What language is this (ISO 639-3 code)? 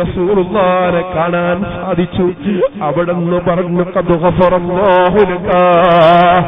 mal